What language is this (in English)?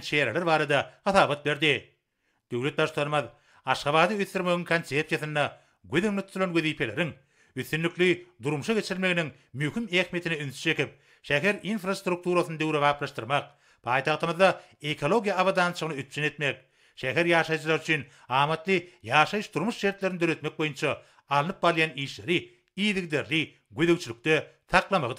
Turkmen